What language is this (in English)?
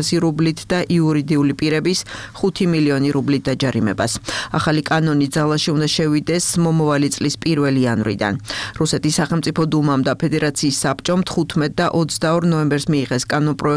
Georgian